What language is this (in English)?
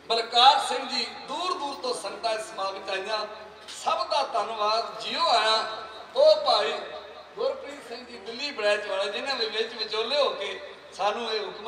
Punjabi